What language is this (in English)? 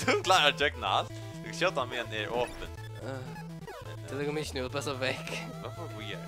Faroese